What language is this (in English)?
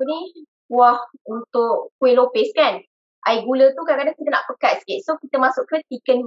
Malay